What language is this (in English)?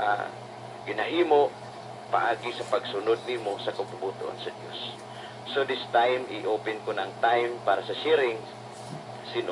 Hiligaynon